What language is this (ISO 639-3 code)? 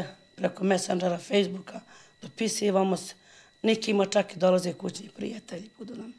bos